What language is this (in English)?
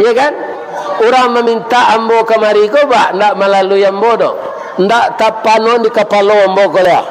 Minangkabau